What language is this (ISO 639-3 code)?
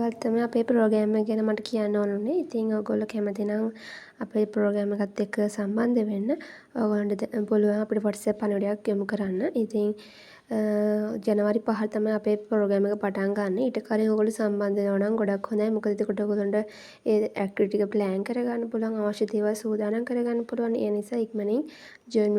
sin